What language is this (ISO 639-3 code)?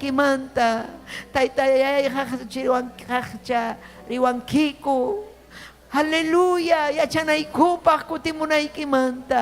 quy